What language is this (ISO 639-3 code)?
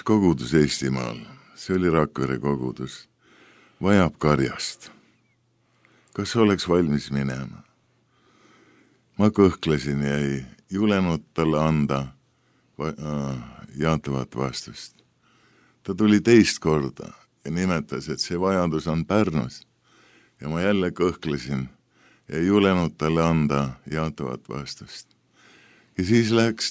est